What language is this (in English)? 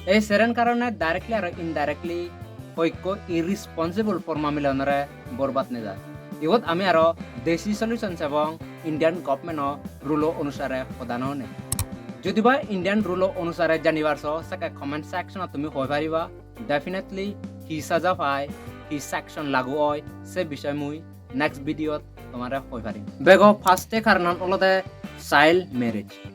Chakma